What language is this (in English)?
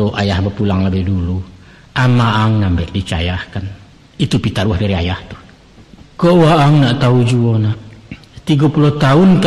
Minangkabau